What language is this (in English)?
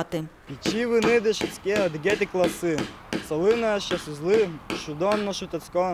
Udmurt